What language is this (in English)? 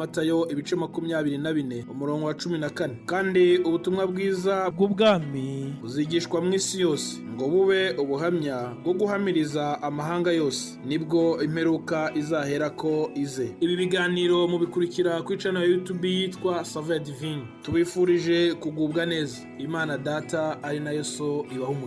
Rundi